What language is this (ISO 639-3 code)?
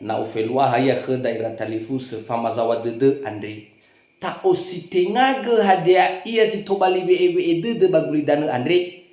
nia